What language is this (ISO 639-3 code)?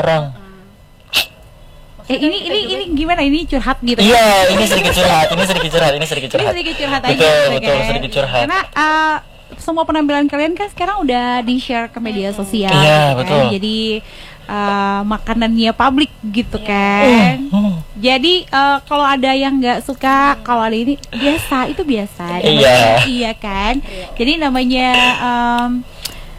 ind